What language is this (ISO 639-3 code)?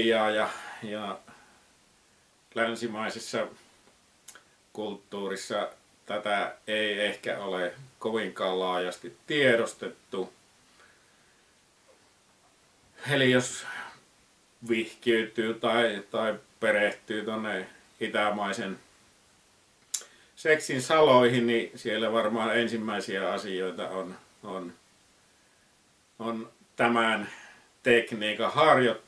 fin